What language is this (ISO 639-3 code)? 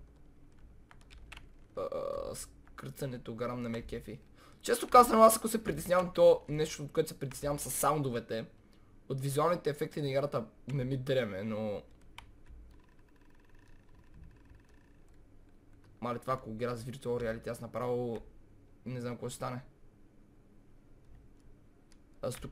bul